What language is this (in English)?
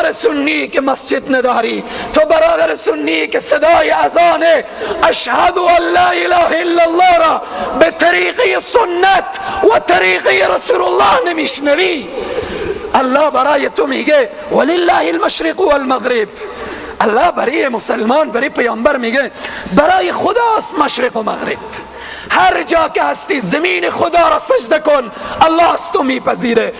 Persian